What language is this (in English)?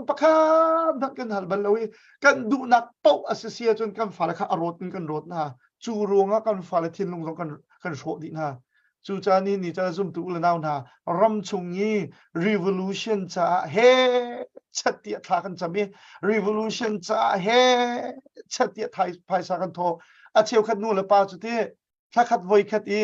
Hakha Chin